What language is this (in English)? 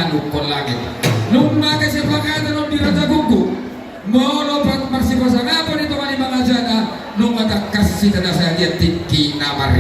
Batak Toba